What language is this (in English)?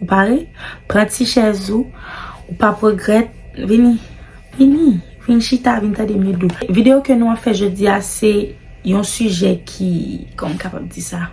Haitian Creole